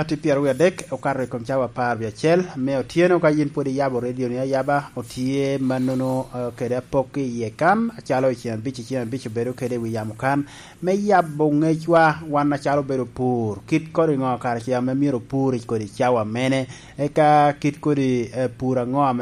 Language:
Lango (Uganda)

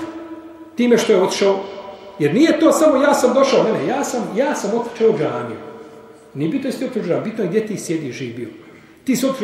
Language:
Bosnian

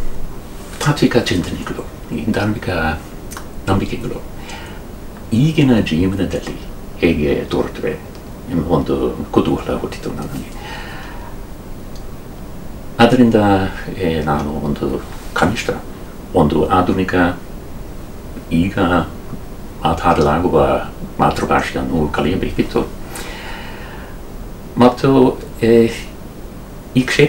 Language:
Kannada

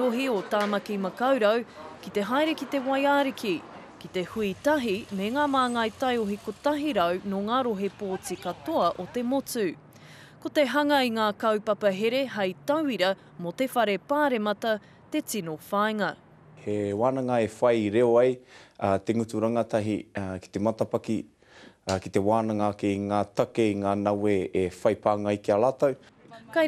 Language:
Māori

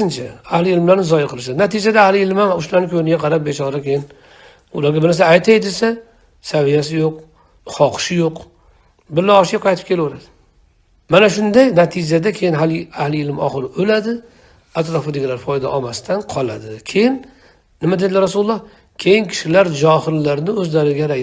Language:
Uzbek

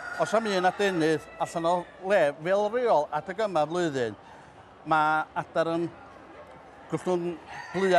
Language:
Welsh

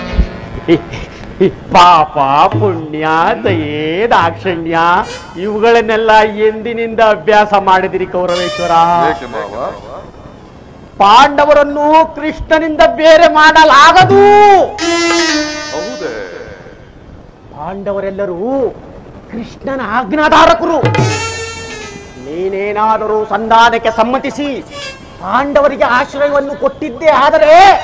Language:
Kannada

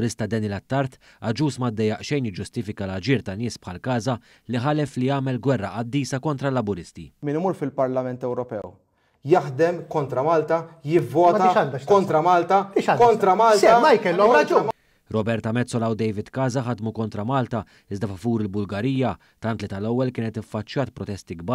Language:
Maltese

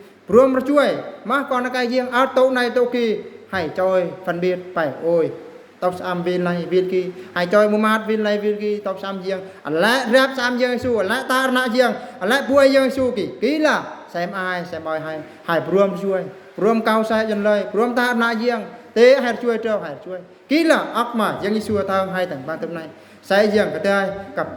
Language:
Eastern Bru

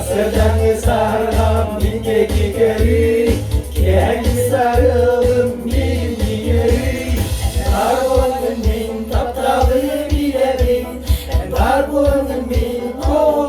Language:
Yakut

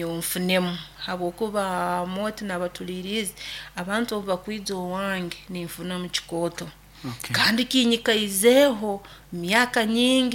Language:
Nyoro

